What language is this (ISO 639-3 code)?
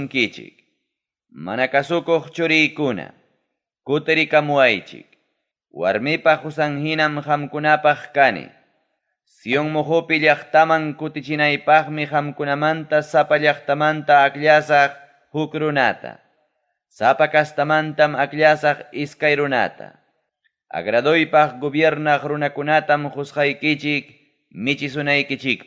quy